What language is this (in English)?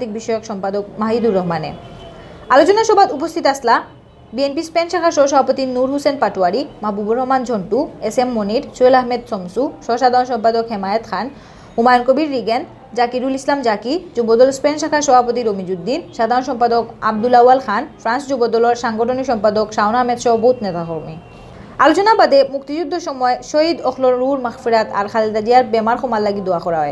Sylheti